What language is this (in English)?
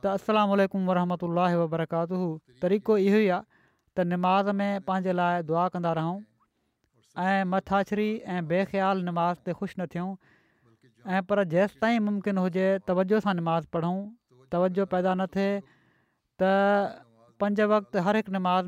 Sindhi